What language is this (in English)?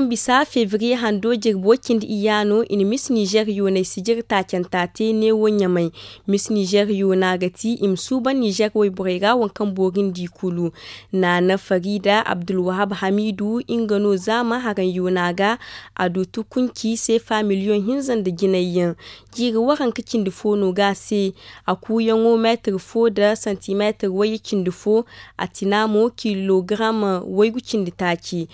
Zarma